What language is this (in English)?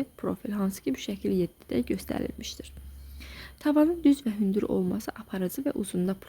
Azerbaijani